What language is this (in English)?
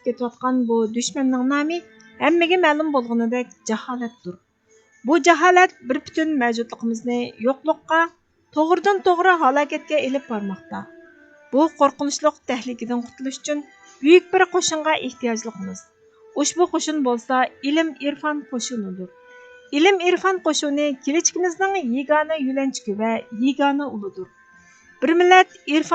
Uyghur